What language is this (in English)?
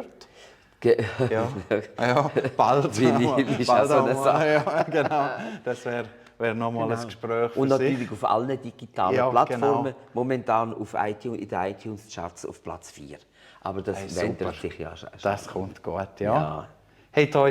Swiss German